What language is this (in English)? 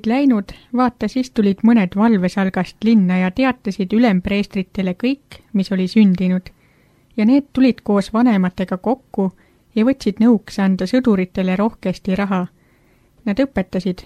Estonian